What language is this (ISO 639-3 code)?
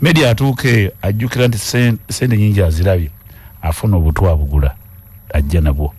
lug